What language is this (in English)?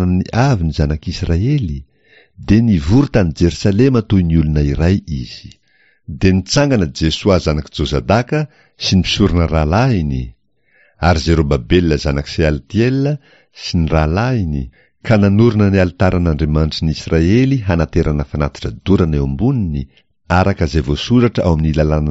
Malagasy